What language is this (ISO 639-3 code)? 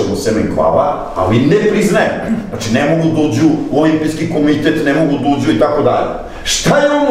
srp